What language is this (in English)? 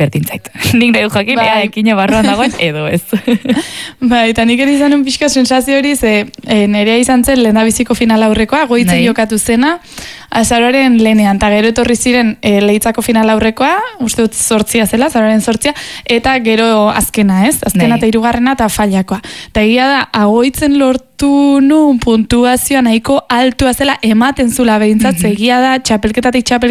Basque